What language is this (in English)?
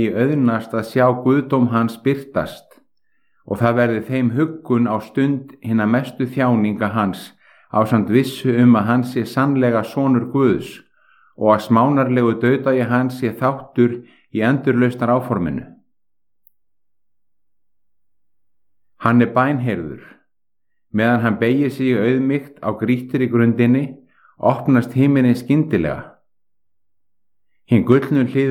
Icelandic